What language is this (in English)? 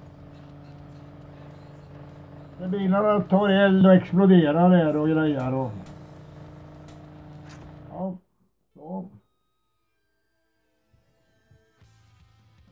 Swedish